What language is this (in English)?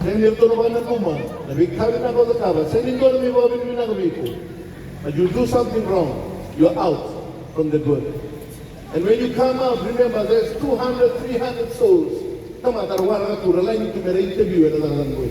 Fijian